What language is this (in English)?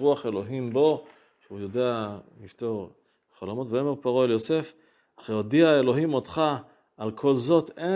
Hebrew